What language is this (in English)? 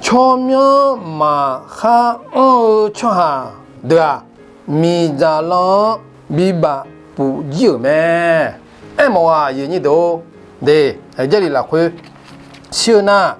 Akha